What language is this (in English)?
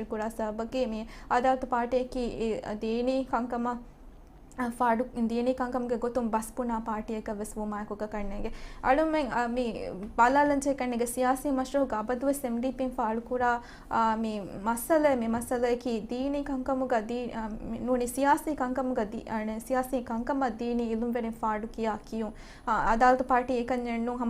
Divehi